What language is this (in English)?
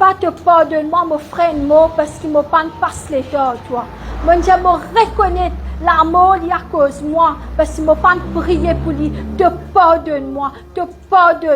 Morisyen